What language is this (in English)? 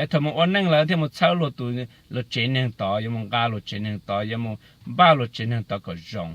Hmong